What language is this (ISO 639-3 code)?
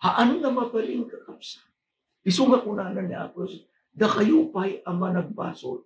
ilo